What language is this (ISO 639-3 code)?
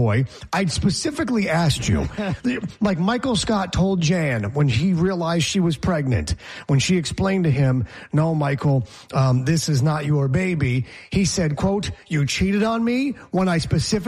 eng